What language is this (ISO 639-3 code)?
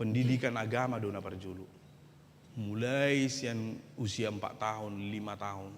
bbc